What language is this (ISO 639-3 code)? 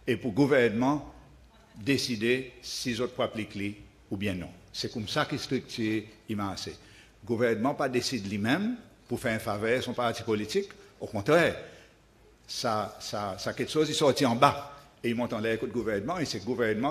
crs